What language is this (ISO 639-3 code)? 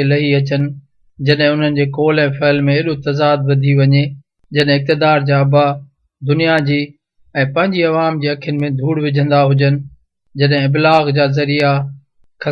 snd